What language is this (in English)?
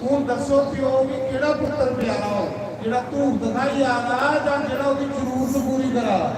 Dogri